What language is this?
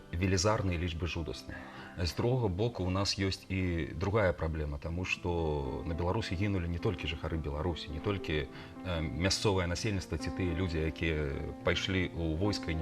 Belarusian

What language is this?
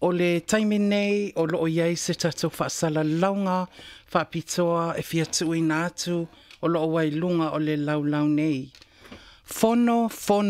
Samoan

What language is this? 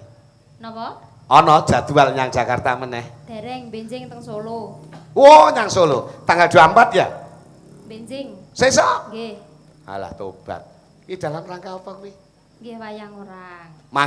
Javanese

